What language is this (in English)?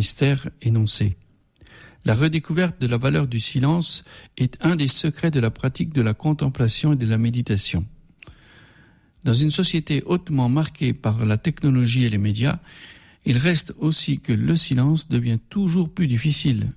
French